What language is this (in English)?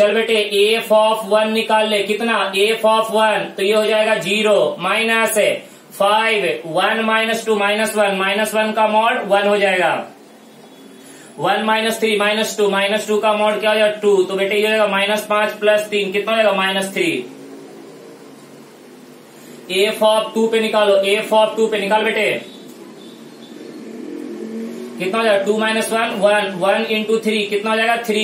Hindi